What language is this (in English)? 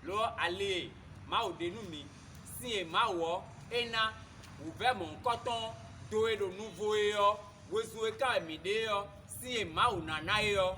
Fon